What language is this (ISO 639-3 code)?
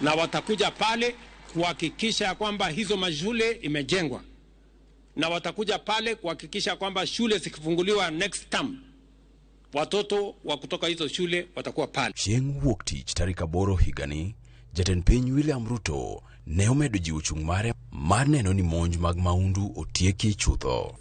luo